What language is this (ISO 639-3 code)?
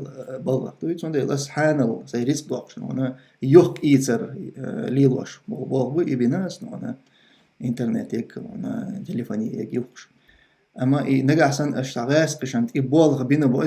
che